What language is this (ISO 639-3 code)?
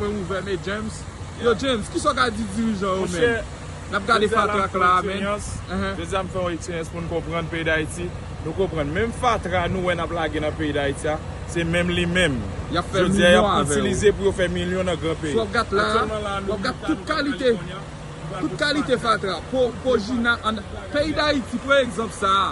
hat